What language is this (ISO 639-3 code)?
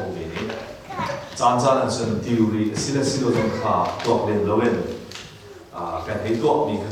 cnh